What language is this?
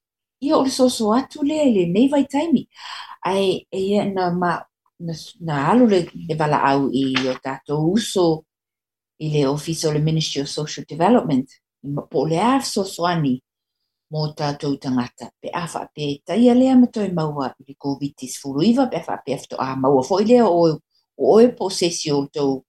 Samoan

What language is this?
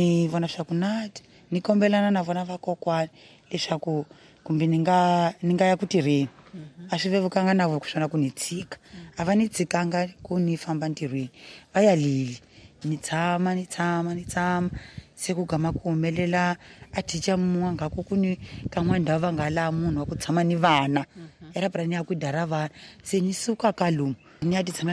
Tsonga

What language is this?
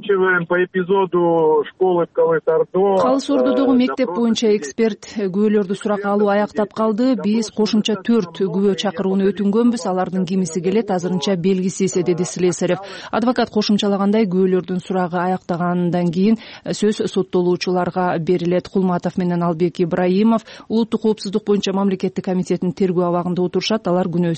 Kyrgyz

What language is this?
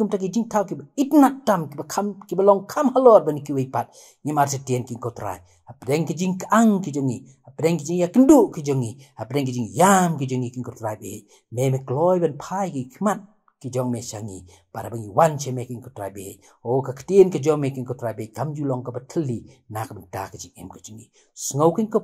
Khasi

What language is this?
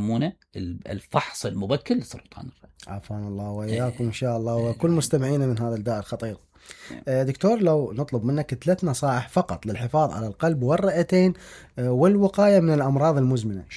Mesopotamian Arabic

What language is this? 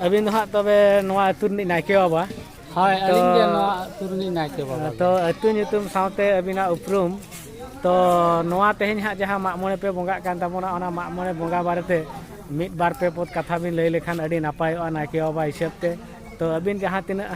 Santali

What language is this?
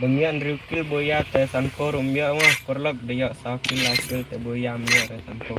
Khasi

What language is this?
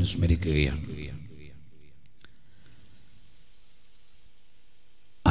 Malayalam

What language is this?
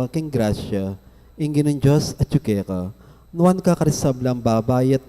Pampanga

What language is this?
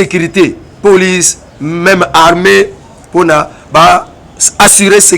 Lingala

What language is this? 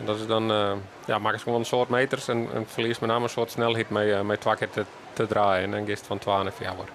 Western Frisian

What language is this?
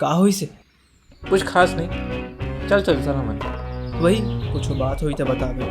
Chhattisgarhi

